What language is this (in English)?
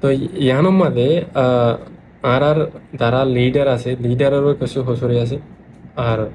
Rohingya